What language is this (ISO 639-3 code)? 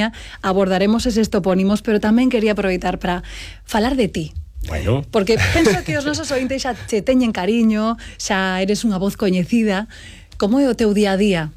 glg